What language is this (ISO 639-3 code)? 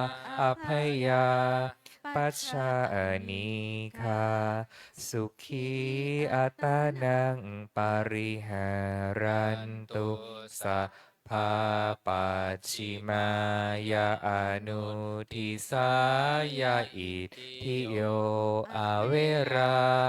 pli